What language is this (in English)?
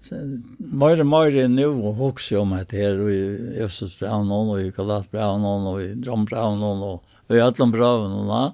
Faroese